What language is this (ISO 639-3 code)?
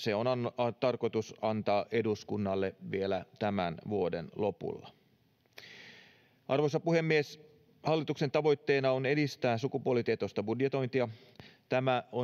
fin